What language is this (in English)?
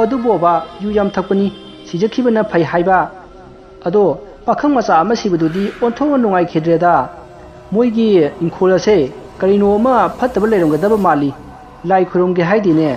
Manipuri